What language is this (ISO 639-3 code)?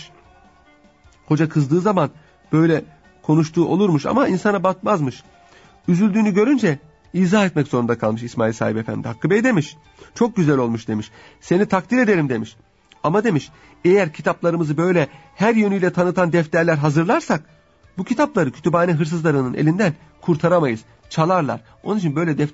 tur